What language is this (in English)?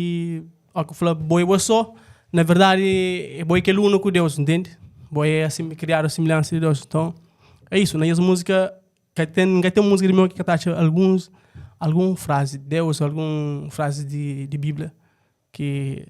Kabuverdianu